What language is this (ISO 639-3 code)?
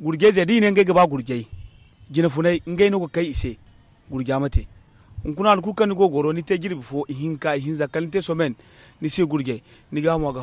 dje